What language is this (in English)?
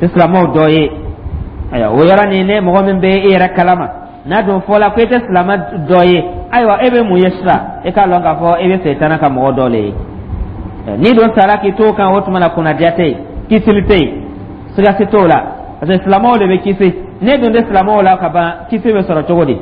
Dyula